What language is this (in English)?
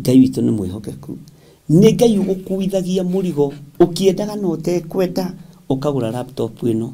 Kikuyu